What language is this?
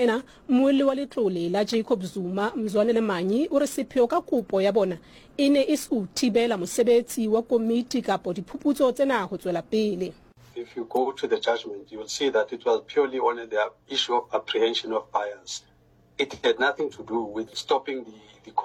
Southern Sotho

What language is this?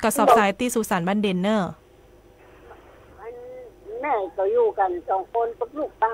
Thai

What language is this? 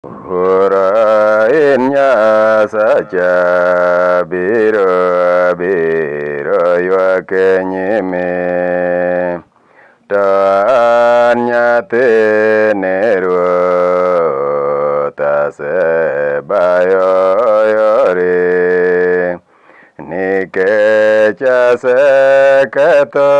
Luo (Kenya and Tanzania)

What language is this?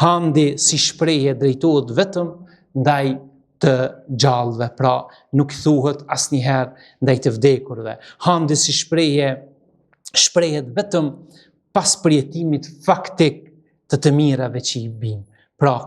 Albanian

